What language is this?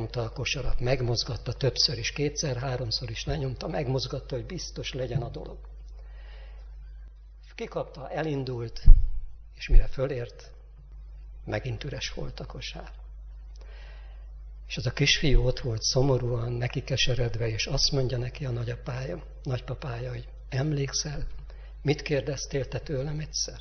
Hungarian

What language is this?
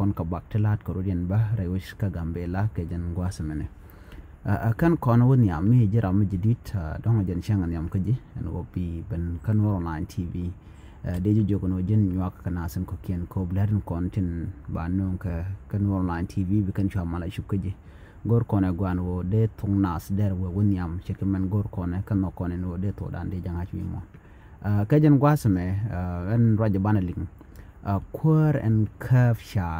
Nuer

